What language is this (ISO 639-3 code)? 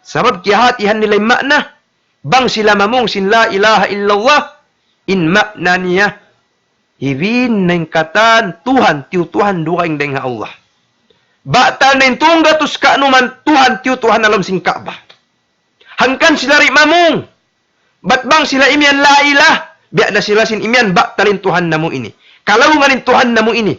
tsg